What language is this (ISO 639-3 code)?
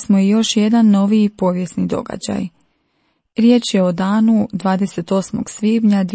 hrv